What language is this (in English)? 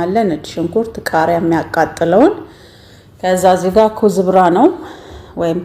Amharic